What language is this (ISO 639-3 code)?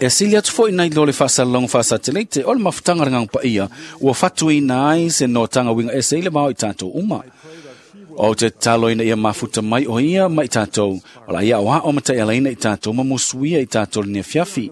smo